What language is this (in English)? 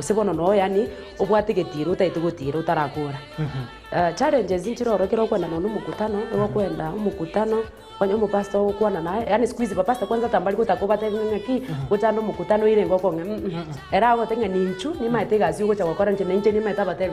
Gusii